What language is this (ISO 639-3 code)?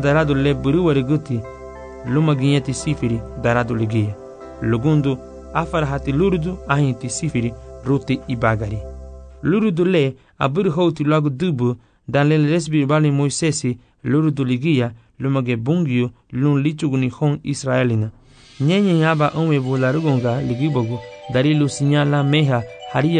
cab